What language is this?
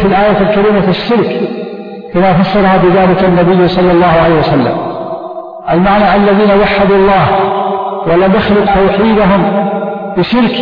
Arabic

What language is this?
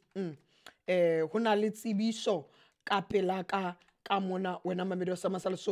Southern Sotho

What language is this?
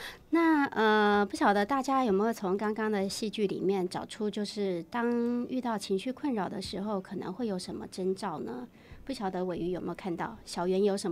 Chinese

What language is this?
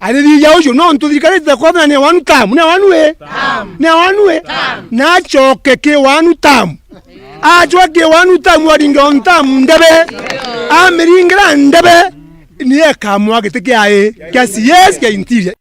Meru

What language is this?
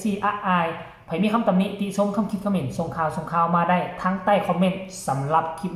Northeastern Thai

